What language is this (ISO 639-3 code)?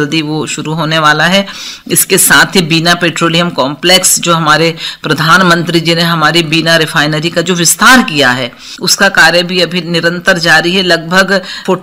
hin